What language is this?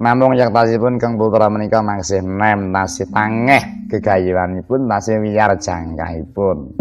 Javanese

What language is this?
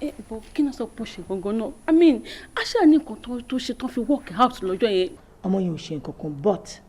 Yoruba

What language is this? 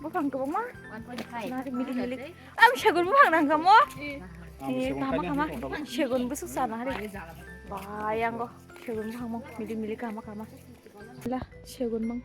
Kok Borok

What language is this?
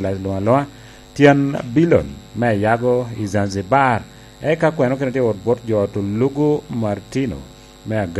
Lango (Uganda)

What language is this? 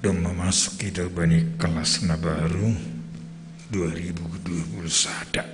Batak Simalungun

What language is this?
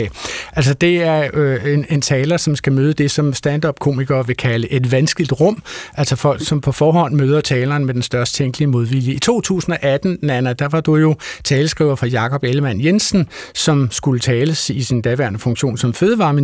Danish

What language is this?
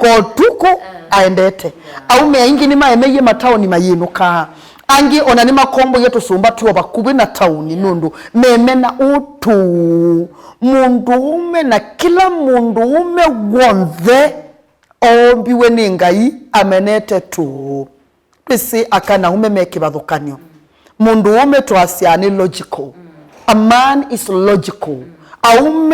Kamba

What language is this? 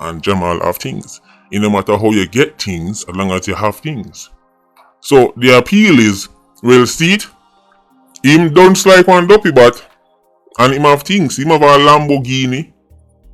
Jamaican Creole English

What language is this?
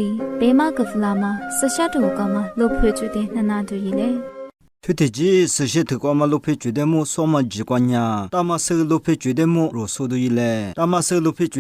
Lisu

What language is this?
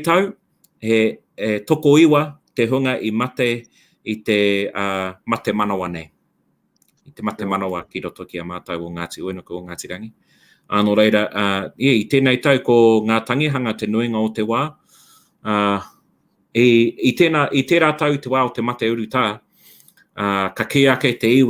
Māori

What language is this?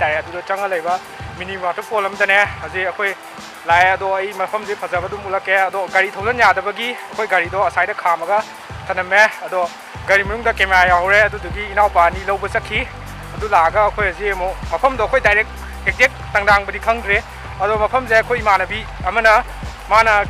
Manipuri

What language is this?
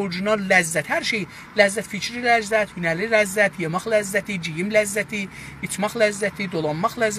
South Azerbaijani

